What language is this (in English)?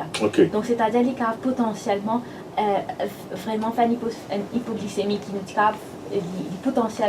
Morisyen